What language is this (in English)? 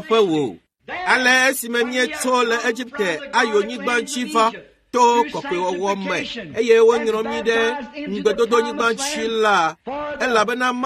Ewe